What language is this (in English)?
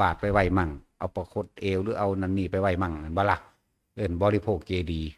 Northeastern Thai